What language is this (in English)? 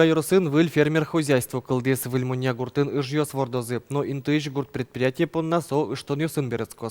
Udmurt